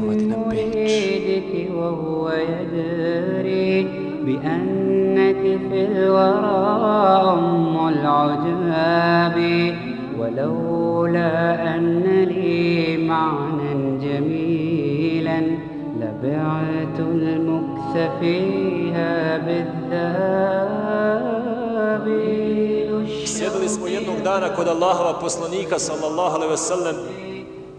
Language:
Bosnian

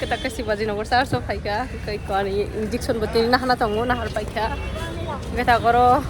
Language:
Kok Borok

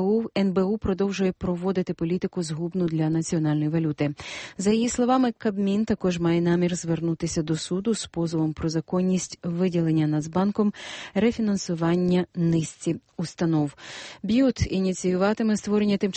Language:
Ukrainian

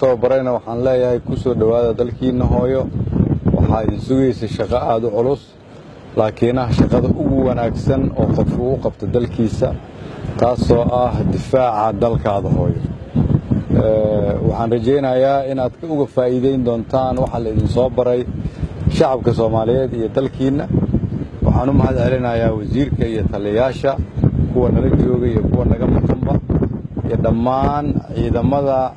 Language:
Somali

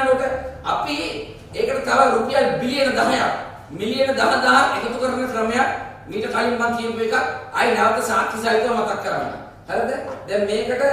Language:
Sinhala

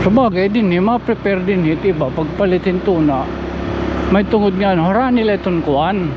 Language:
Waray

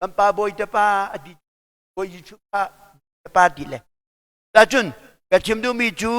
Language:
Hakha Chin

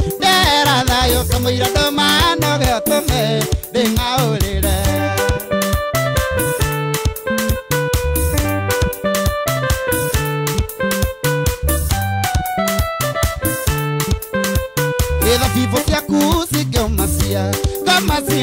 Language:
Kikuyu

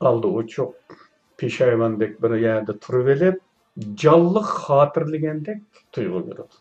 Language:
Uyghur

